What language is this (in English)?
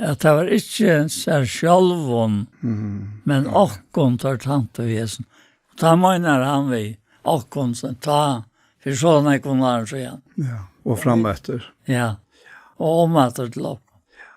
Faroese